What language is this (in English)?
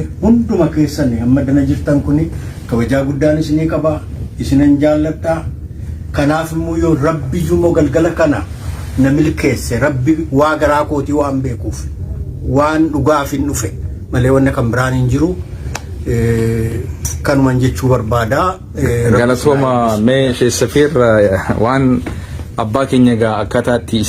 Oromo